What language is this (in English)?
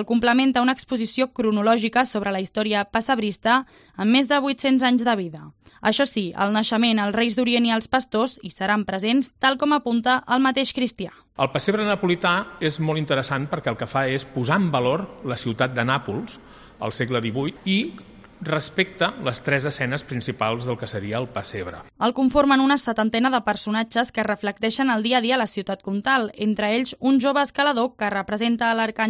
Catalan